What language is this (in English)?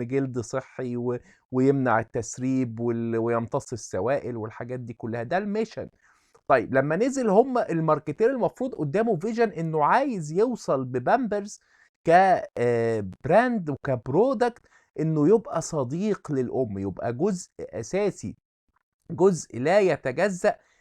Egyptian Arabic